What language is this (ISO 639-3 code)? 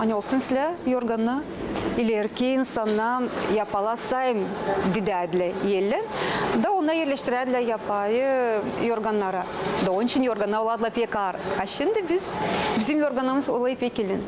gag